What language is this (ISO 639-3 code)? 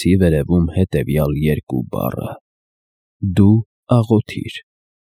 hye